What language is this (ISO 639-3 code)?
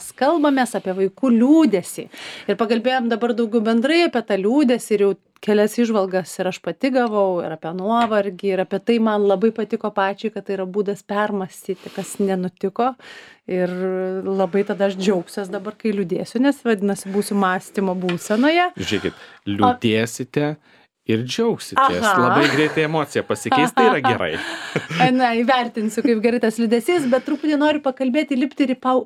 lit